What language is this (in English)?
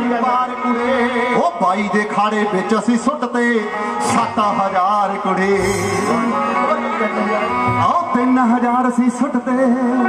Punjabi